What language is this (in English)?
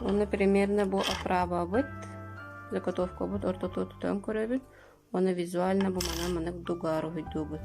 Yakut